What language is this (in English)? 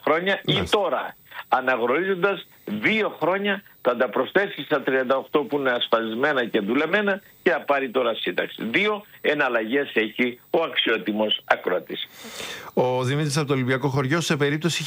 Greek